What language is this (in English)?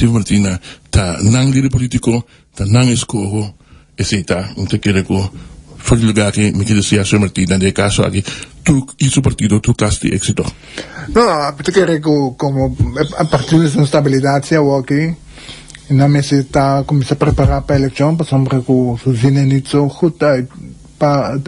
Papiamento